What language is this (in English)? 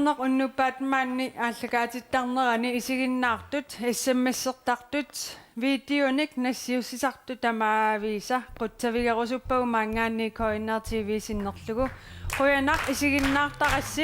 Kalaallisut